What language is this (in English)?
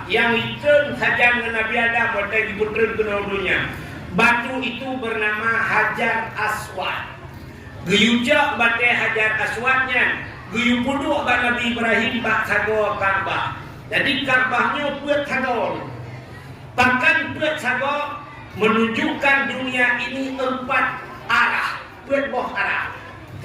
Achinese